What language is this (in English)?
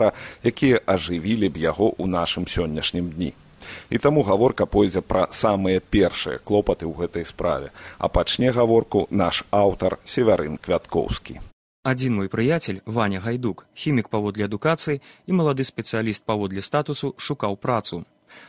Belarusian